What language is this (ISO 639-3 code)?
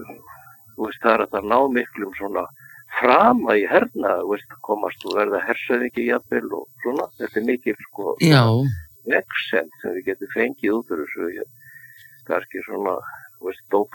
isl